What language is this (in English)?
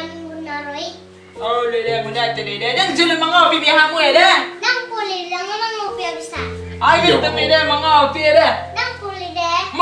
Batak Toba